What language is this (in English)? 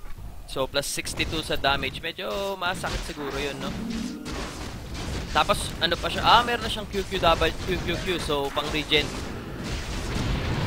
Filipino